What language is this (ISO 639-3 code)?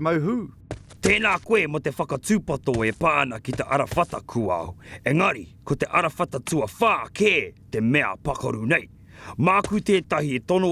mri